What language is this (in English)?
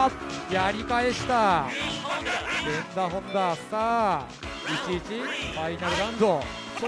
Japanese